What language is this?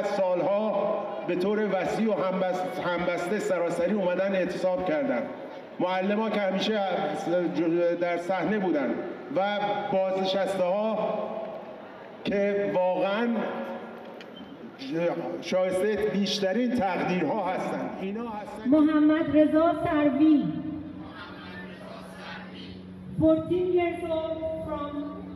Persian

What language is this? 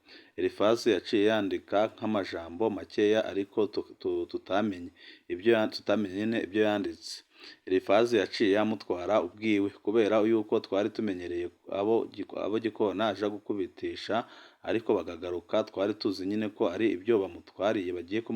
Rundi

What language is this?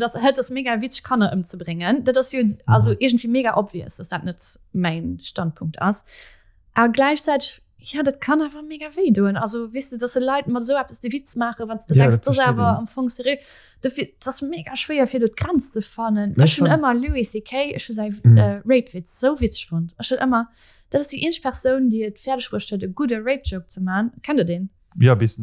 Luxembourgish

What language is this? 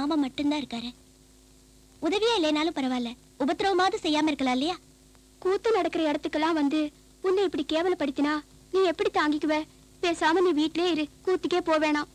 Tamil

